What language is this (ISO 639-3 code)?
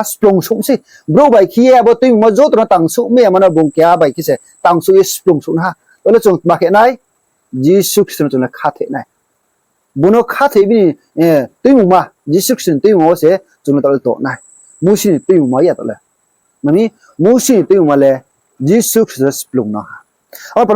ria